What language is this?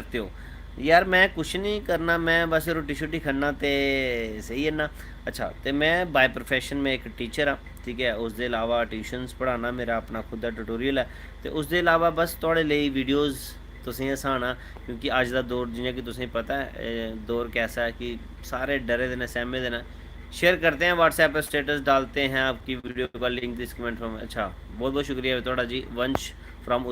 Dogri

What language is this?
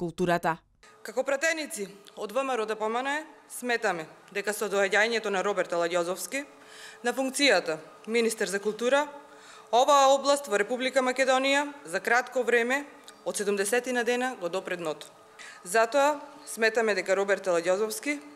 Macedonian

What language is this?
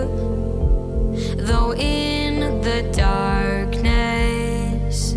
Tahitian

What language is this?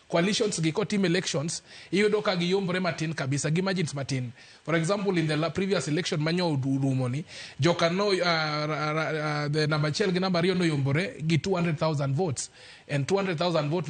Luo (Kenya and Tanzania)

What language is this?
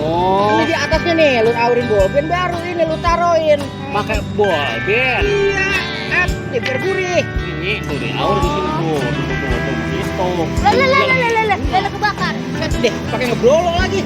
Betawi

